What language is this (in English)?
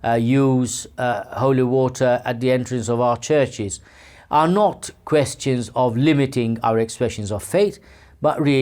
English